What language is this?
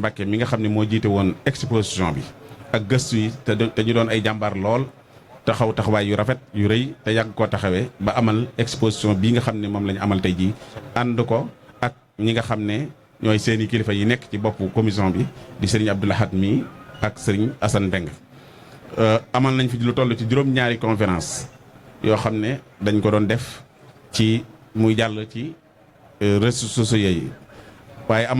Wolof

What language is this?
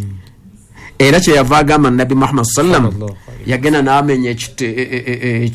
Ganda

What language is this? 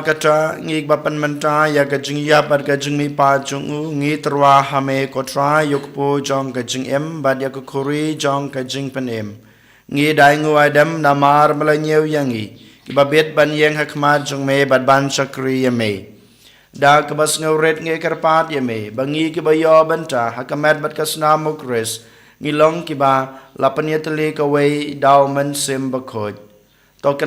Khasi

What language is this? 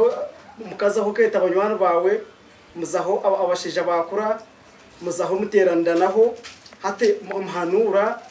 Nyankole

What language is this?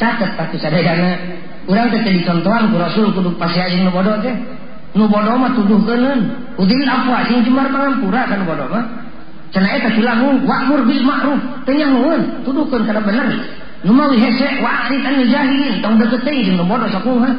Sundanese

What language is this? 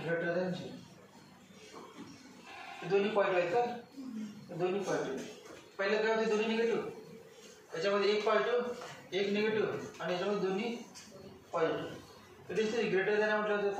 Marathi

